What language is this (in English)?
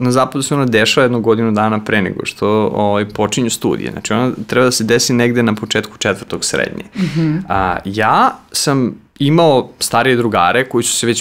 Serbian